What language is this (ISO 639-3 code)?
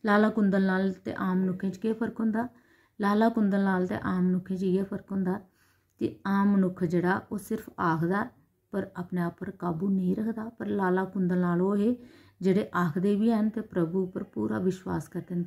doi